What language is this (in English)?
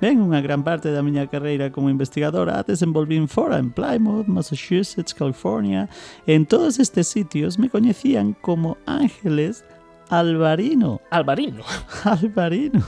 Galician